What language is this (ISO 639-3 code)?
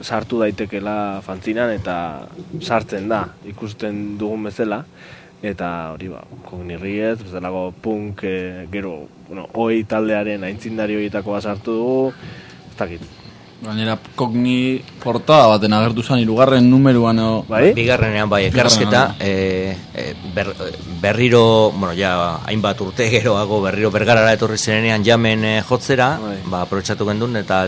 eus